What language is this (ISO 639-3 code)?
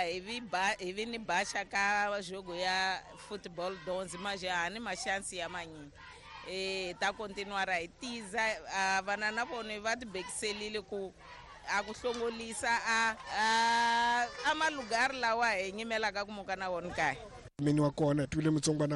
tso